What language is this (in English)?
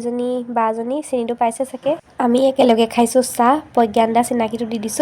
Assamese